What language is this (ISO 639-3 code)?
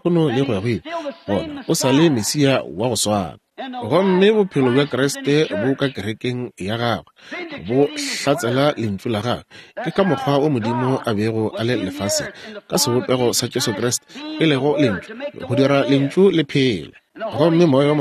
nso